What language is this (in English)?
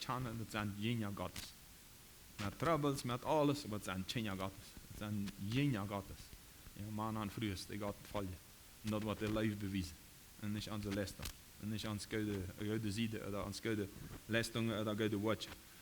Plautdietsch